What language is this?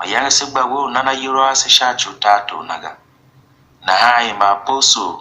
Tiv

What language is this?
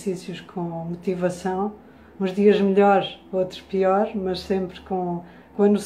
Portuguese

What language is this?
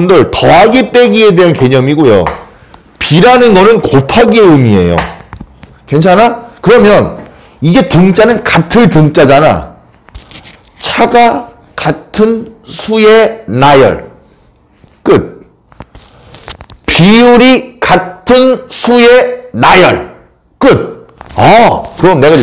Korean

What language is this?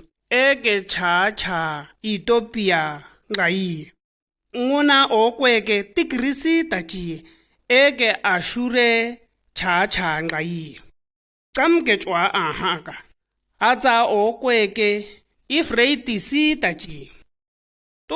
Shua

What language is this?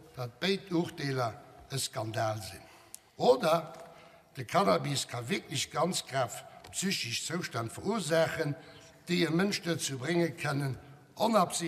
Luxembourgish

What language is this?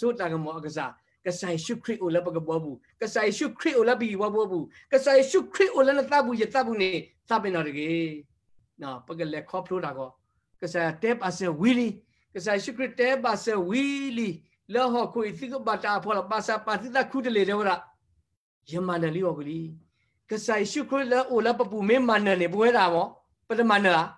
S'gaw Karen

